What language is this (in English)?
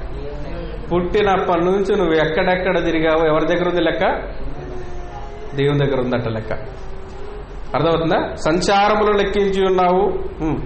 Telugu